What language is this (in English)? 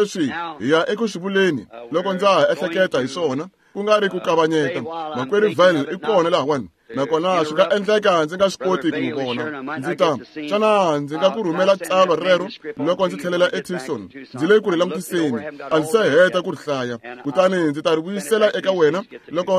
Tsonga